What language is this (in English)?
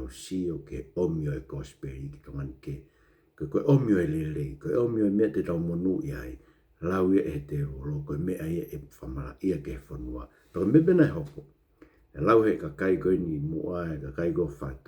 Tongan